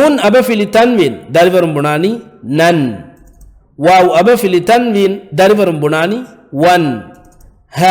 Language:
Divehi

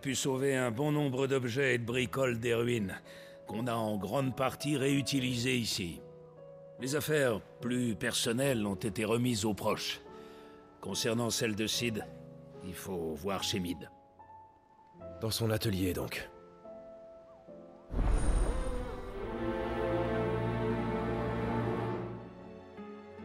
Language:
French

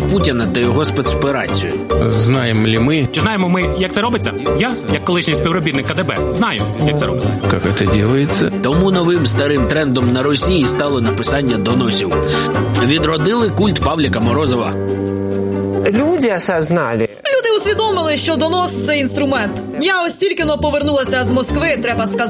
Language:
Ukrainian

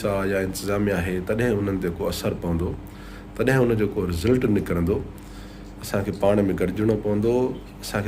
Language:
Sindhi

